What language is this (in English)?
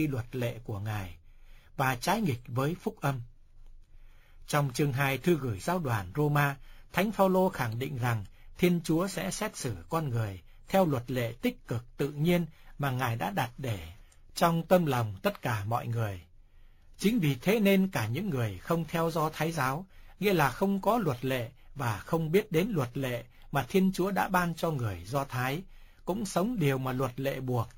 Vietnamese